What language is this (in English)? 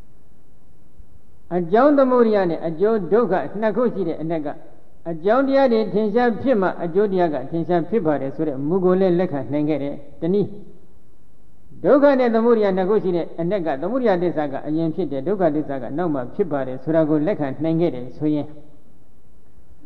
Burmese